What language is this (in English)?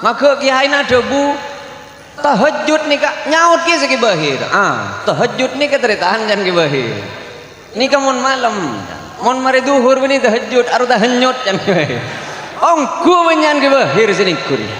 Madurese